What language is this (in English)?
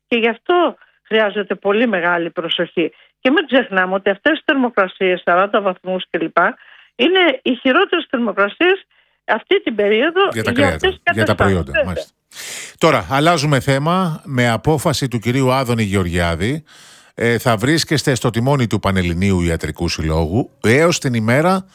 Greek